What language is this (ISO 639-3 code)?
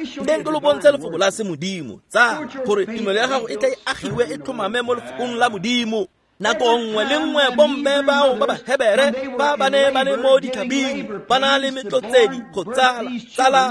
tsn